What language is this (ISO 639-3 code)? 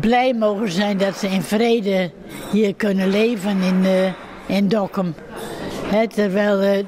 fry